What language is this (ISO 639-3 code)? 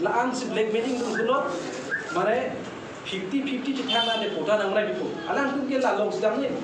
mjw